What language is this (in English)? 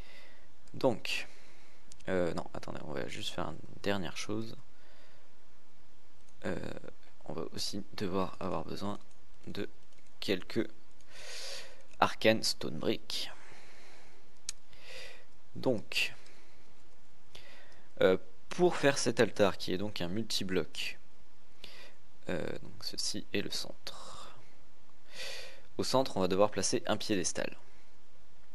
French